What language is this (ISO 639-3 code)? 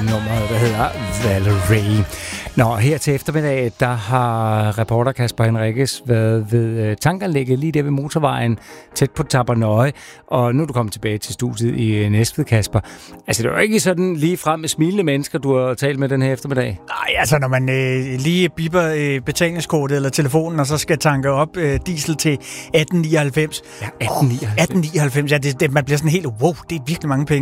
dan